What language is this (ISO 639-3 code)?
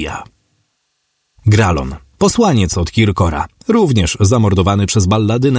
pol